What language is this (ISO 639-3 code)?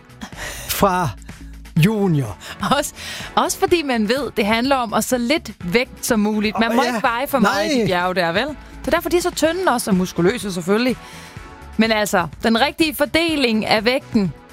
dan